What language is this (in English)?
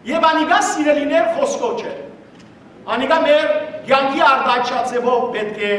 Western Armenian